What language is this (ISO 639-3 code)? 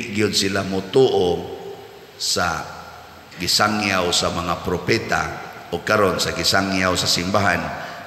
ceb